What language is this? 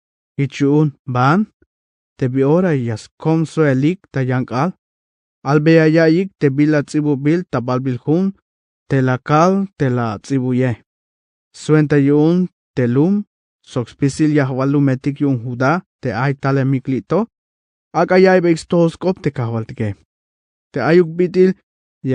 Tzeltal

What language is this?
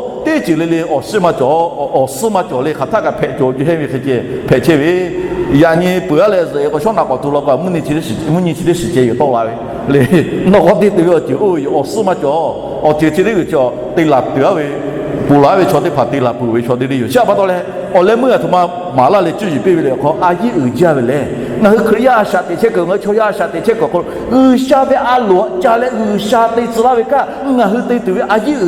Lahu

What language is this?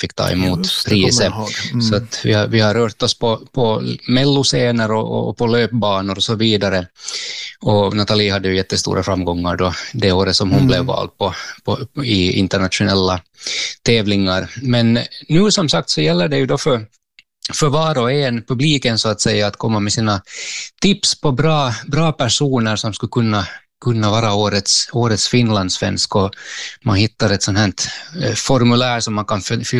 Swedish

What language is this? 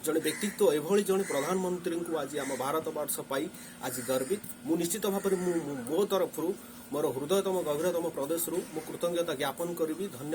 Odia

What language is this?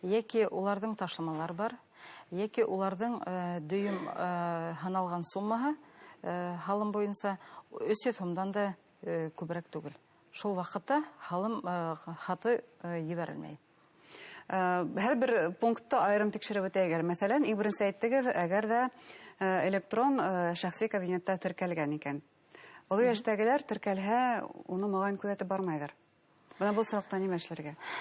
Bashkir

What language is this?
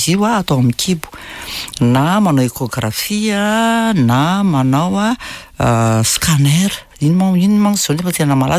Malagasy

